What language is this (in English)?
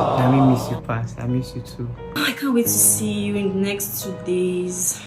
Nigerian Pidgin